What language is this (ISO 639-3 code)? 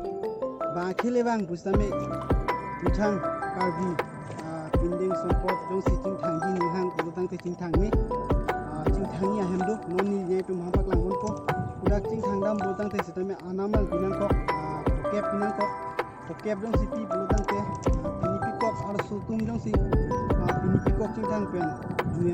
mjw